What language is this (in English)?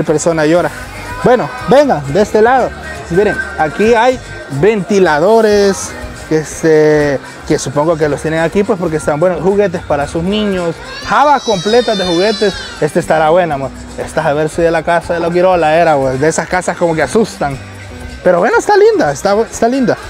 Spanish